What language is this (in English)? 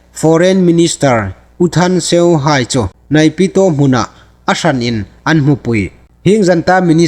Hmar